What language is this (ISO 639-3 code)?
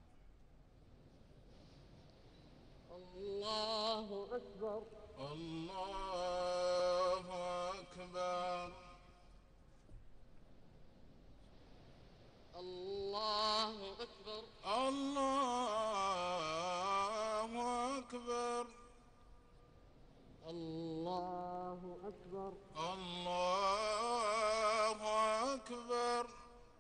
ara